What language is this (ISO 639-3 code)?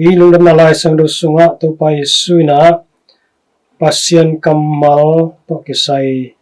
ctd